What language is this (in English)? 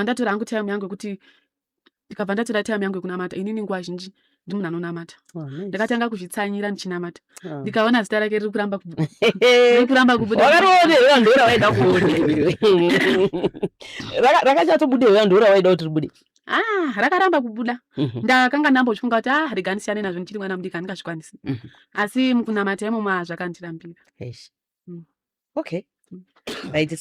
Shona